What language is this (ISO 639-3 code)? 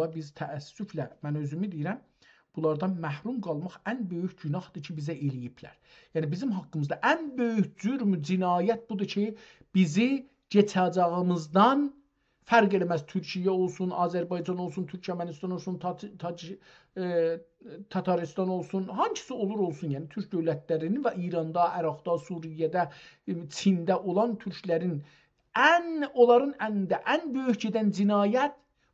azb